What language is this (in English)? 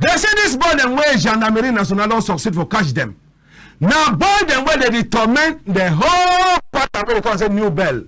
Cameroon Pidgin